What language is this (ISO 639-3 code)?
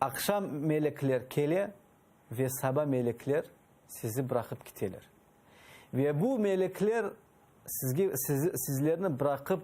crh